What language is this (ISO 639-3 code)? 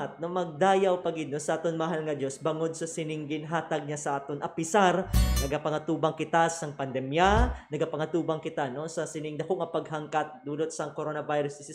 hil